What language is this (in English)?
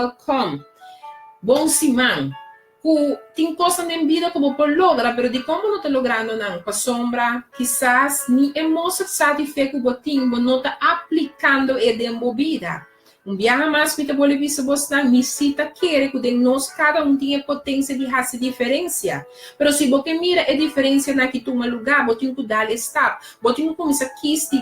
Papiamento